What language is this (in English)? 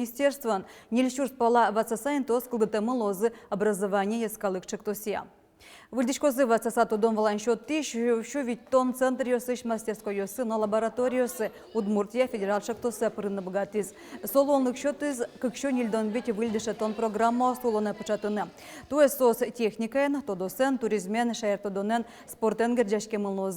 Udmurt